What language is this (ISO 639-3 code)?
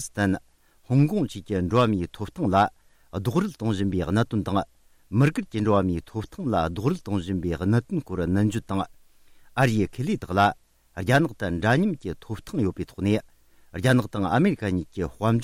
bod